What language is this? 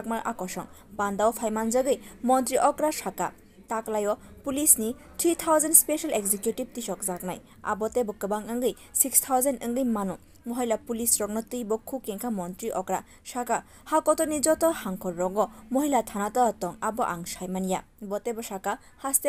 Kok Borok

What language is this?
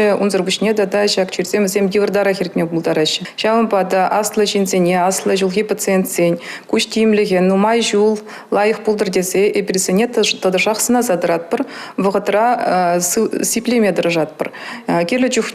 Chuvash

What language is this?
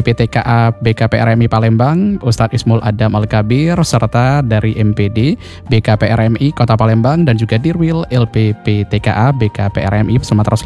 Indonesian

